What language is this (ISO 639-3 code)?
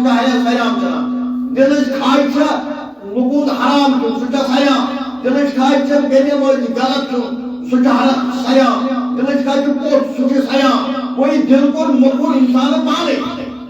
kas